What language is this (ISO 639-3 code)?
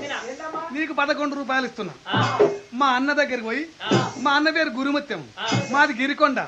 tel